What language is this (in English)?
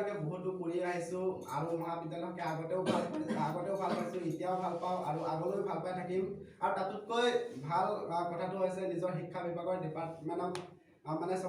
Assamese